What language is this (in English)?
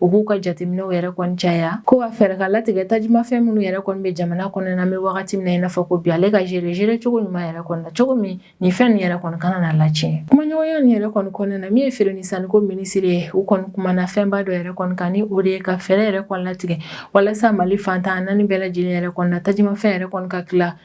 Bambara